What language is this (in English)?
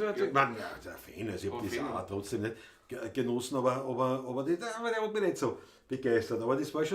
Bavarian